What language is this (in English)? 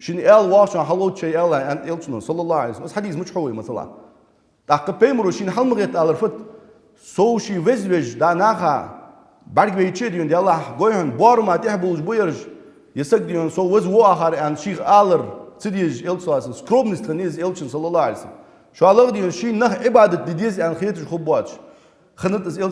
Ingush